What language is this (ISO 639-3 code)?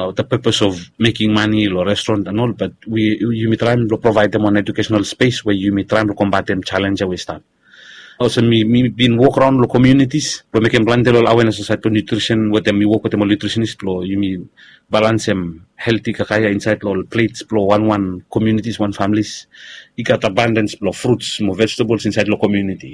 bis